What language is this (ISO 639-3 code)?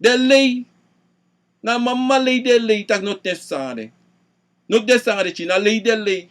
srn